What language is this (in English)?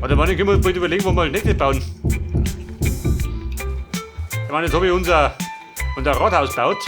Bavarian